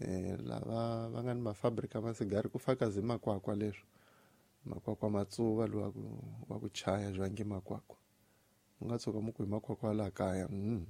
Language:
Tsonga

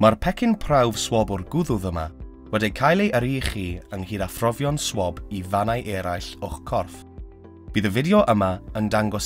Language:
Welsh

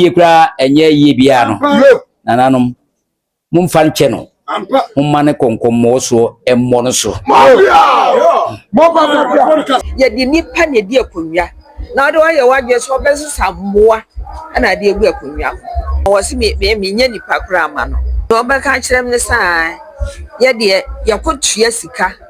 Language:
Akan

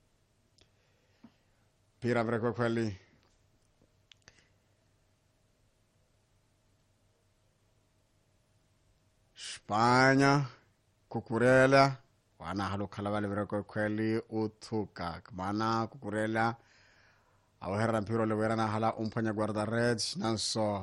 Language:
Swahili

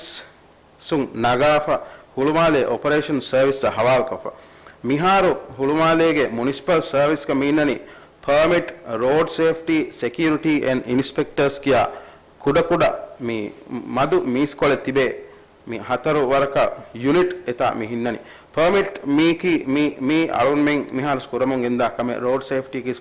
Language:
Divehi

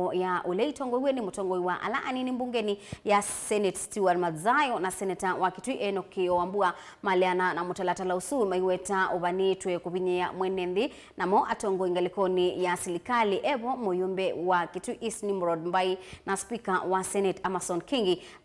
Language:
Kamba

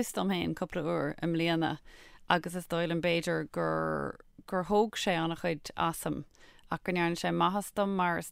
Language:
Irish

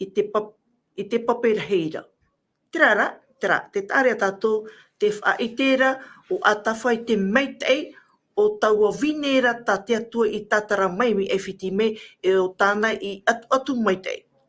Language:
Tahitian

